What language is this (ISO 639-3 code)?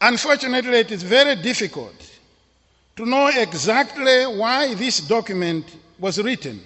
eng